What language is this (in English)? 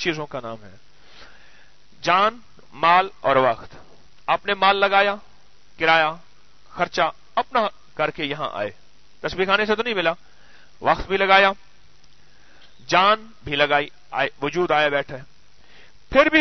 Urdu